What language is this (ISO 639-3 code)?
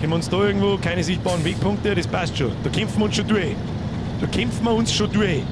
bar